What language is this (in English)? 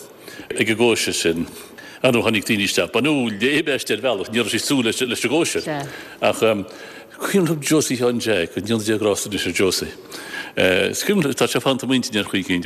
Irish